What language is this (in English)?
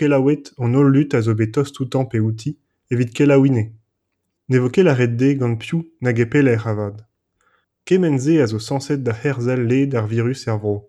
Breton